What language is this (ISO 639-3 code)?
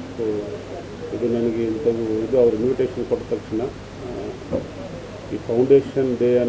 kan